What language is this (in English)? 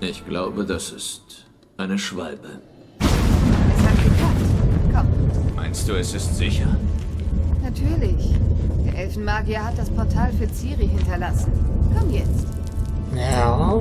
Swiss German